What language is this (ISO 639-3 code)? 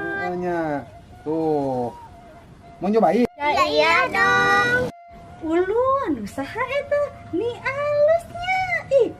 sun